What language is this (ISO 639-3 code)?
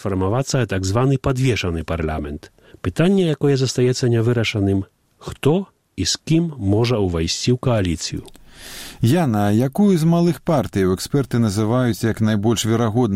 bel